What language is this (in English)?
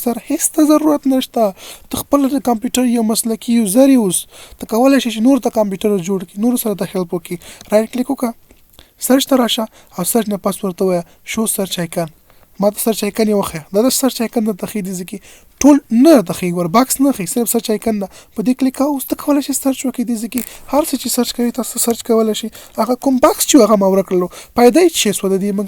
Pashto